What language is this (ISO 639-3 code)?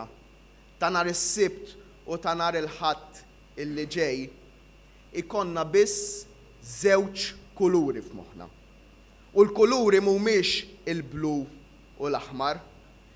mlt